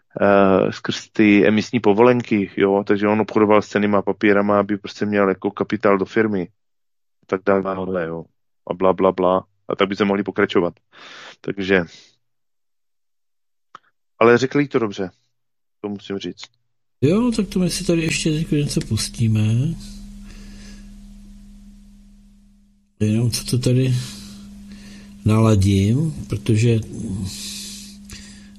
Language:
Czech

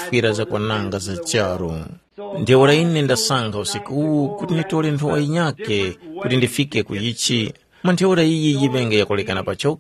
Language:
Tumbuka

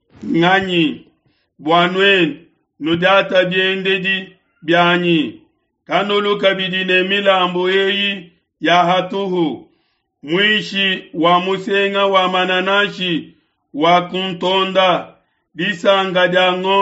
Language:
Luba-Lulua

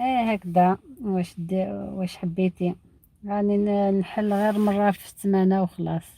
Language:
Algerian Arabic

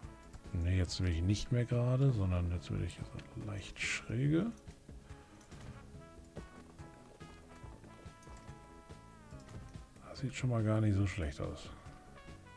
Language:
German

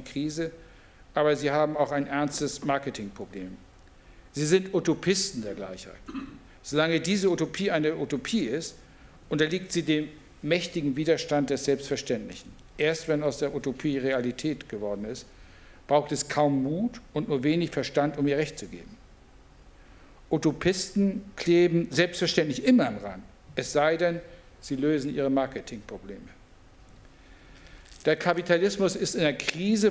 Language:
German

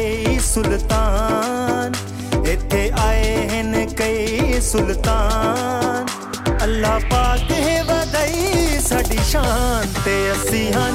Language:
Punjabi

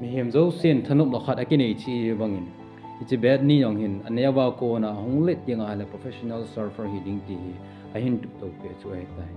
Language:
Thado Chin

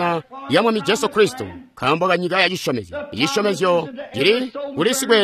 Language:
Tonga (Zambia)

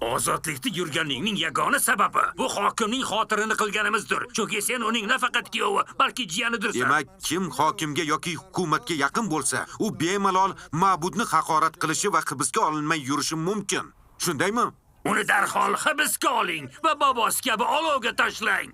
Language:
Uzbek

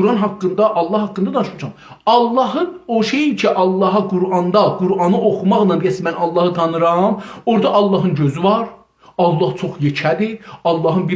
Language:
South Azerbaijani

